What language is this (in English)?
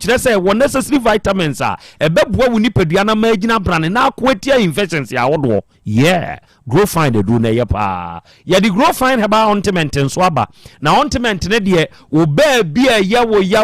Akan